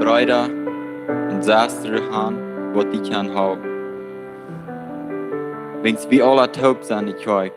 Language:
Plautdietsch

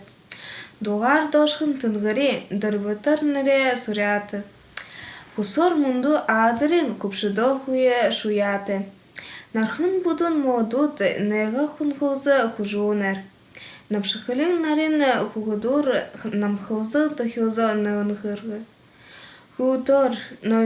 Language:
Buriat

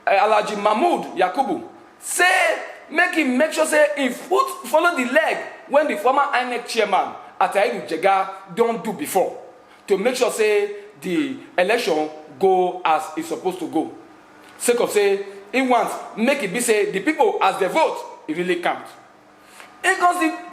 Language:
Nigerian Pidgin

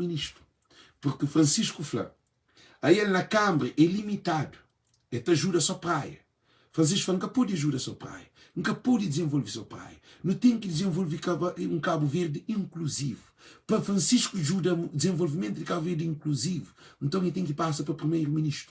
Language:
Kabuverdianu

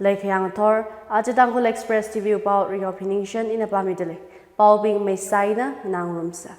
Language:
Tangkhul Naga (India)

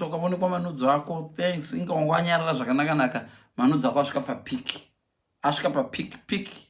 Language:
Shona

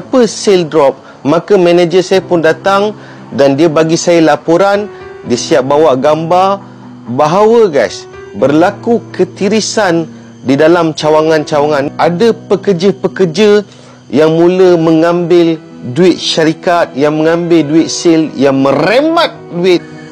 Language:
Malay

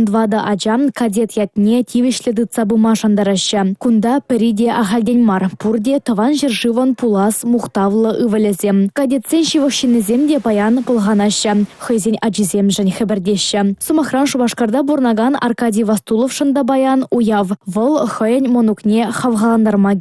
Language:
Chuvash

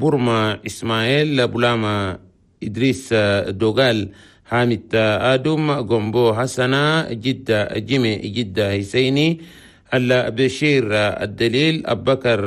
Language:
Chadian Arabic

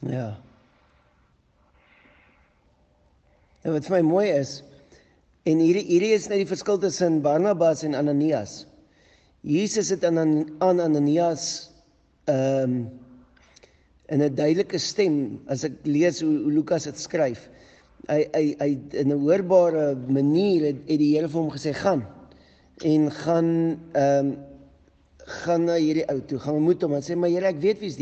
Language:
Afrikaans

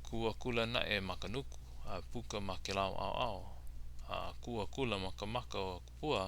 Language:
Hawaiian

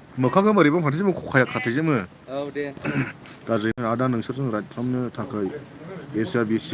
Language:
Bodo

